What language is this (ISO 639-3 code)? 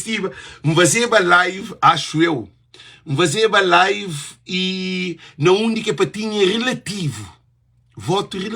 kea